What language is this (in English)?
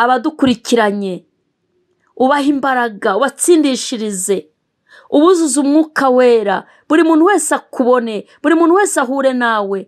Kinyarwanda